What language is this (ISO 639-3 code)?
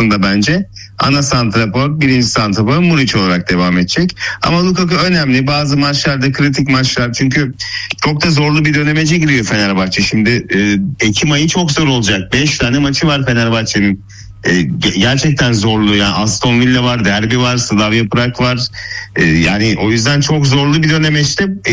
tur